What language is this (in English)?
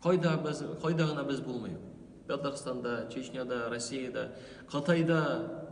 Tatar